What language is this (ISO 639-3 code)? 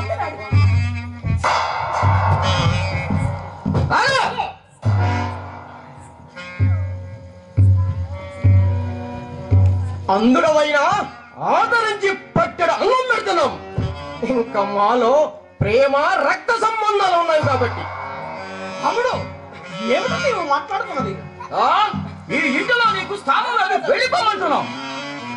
tel